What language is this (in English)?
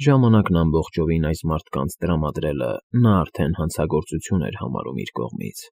Armenian